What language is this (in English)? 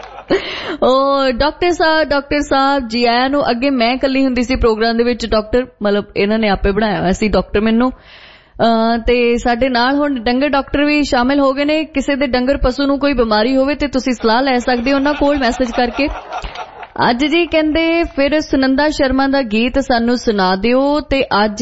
Punjabi